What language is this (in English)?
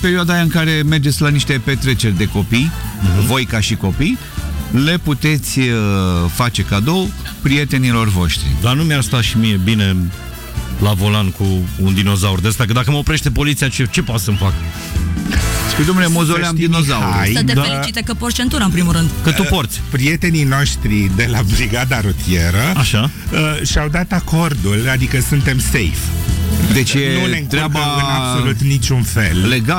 Romanian